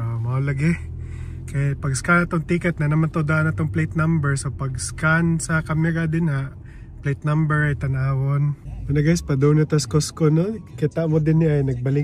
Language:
Cebuano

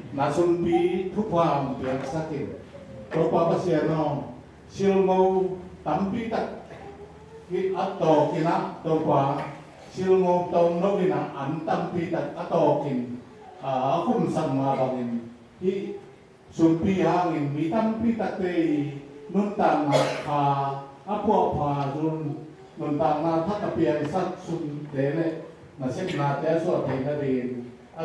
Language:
Tedim Chin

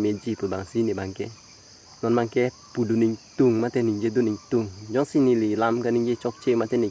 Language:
Karbi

